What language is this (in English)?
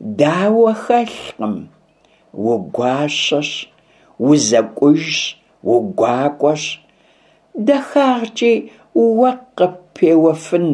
Kabardian